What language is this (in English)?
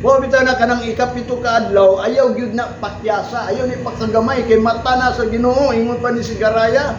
Cebuano